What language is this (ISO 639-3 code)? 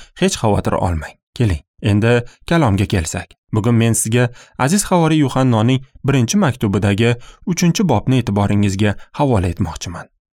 uzb